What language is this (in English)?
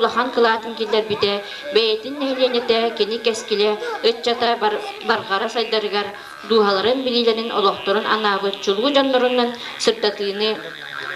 Yakut